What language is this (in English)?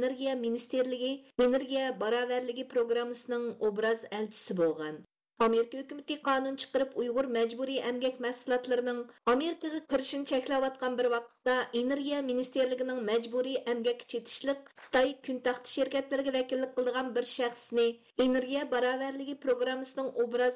Uyghur